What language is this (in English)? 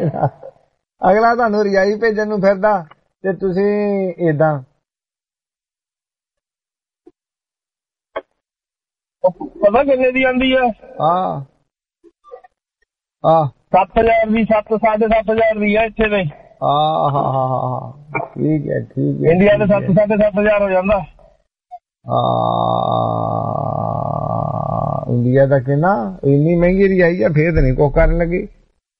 Punjabi